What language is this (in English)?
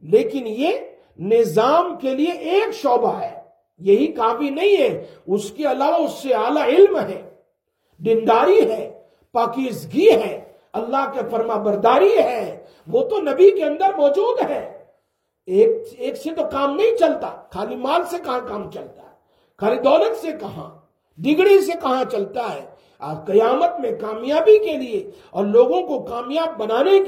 Urdu